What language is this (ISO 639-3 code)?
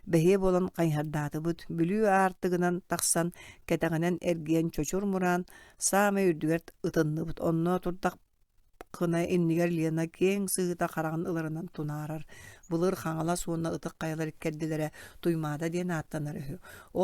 sah